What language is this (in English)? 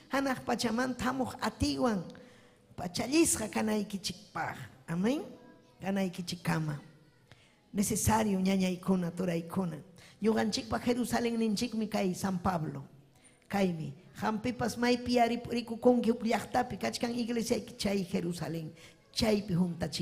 Ayacucho Quechua